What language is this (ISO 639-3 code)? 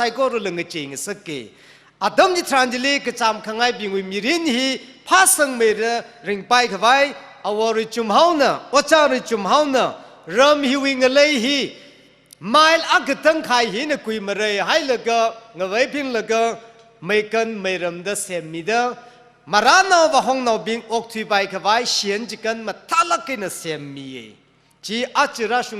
nmf